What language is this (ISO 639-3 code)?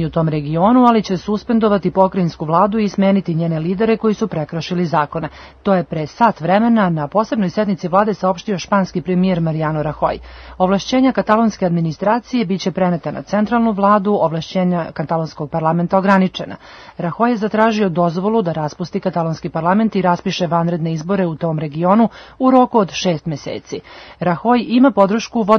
srp